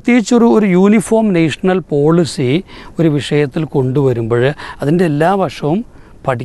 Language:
Malayalam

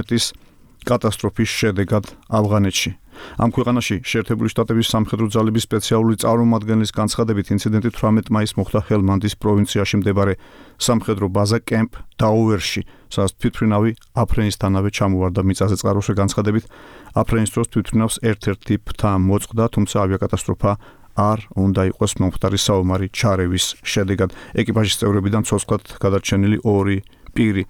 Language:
Georgian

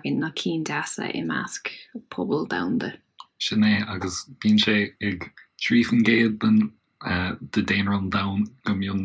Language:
Irish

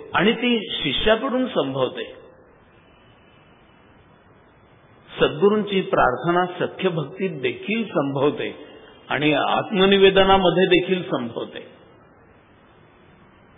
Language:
Marathi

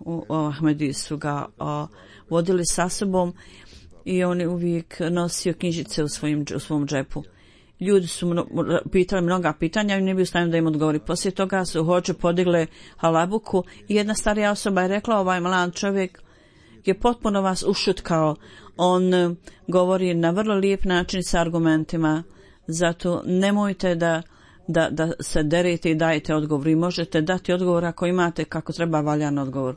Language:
Bosnian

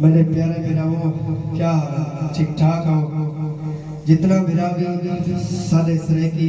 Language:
Saraiki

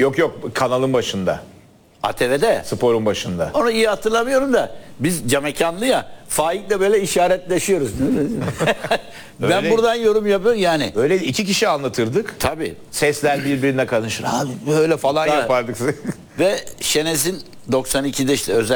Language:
Turkish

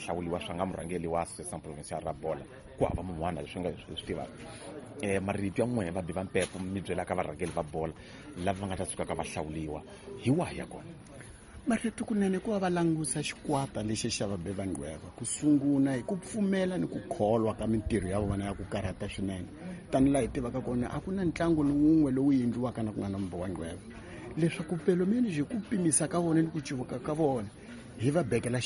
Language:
Tsonga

